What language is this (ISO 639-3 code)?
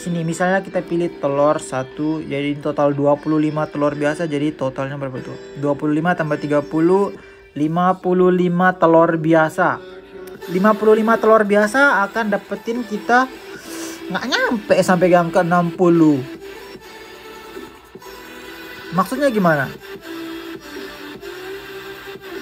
ind